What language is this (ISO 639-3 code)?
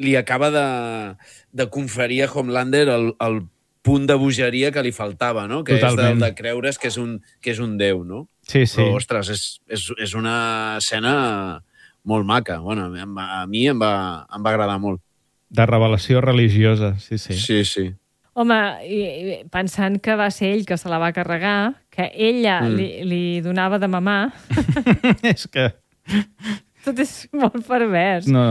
cat